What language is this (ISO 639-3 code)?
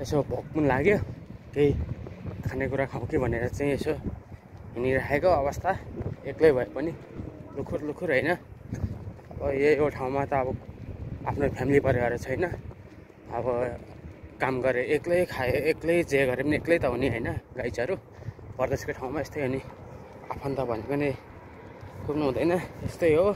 nep